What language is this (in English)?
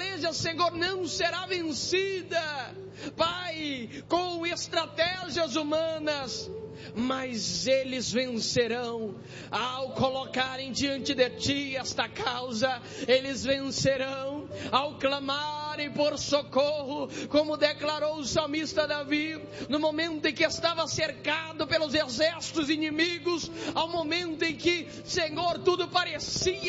Portuguese